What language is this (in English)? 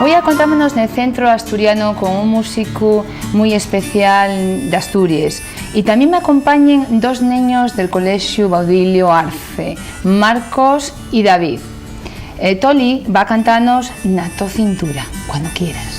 Asturian